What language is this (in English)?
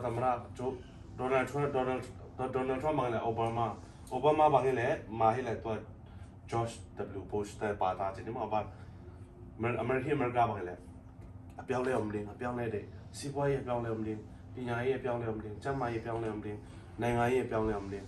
Tedim Chin